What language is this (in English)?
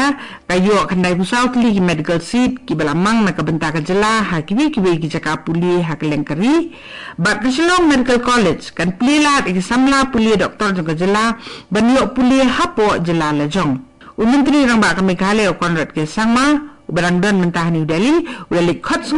Khasi